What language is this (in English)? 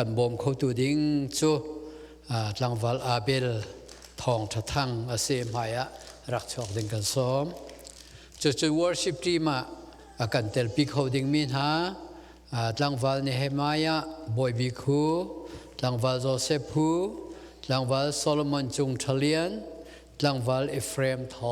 Hakha Chin